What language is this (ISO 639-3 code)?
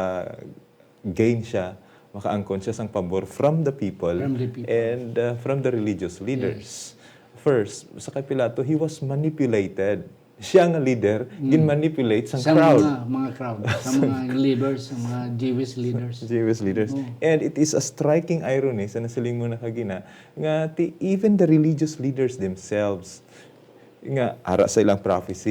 hil